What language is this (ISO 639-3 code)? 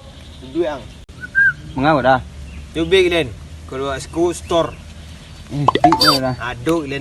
min